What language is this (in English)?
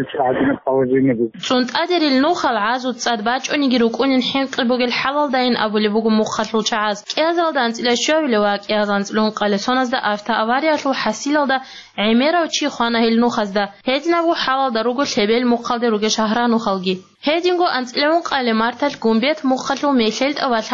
Avaric